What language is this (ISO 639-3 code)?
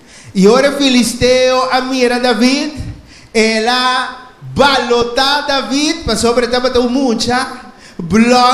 pap